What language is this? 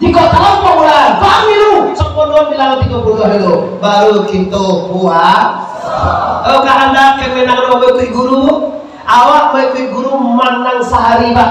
Minangkabau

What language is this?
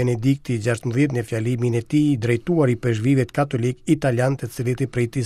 Albanian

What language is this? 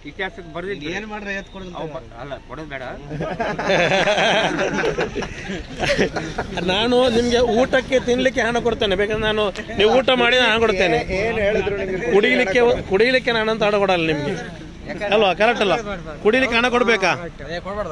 Kannada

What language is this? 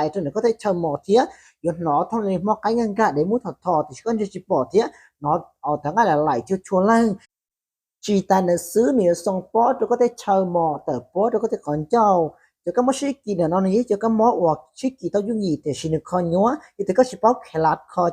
Hmong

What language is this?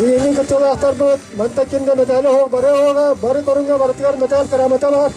Yakut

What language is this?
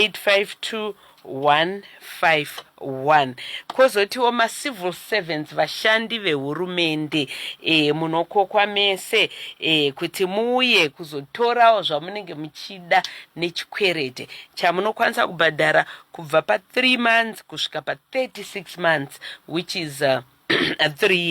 Shona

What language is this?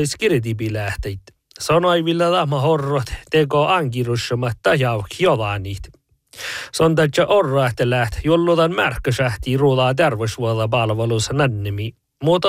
Northern Sami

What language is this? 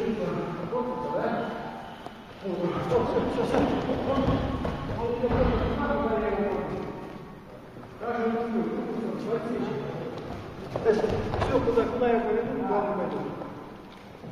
Russian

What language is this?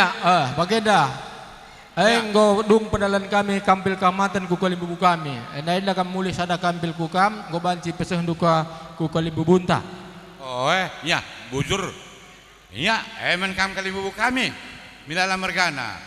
Batak Karo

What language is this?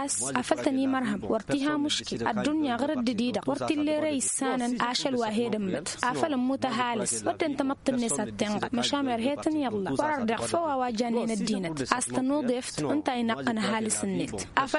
Tamasheq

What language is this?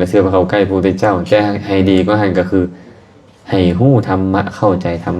Lao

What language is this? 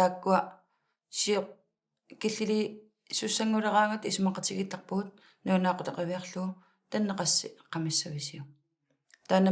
Kalaallisut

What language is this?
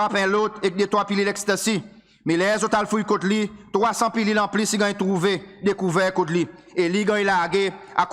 Seselwa Creole French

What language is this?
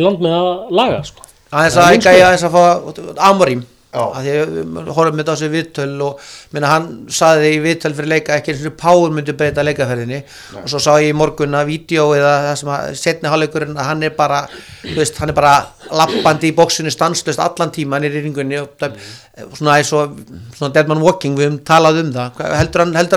Icelandic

